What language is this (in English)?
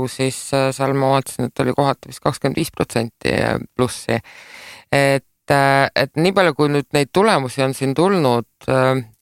Estonian